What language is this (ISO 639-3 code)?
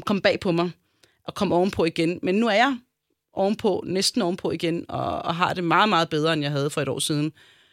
dan